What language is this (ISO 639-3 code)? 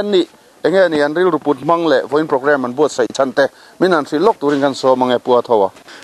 lus